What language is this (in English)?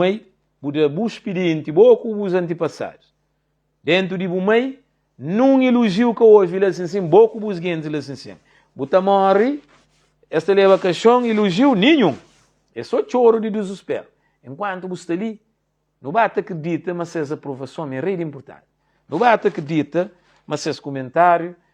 Kabuverdianu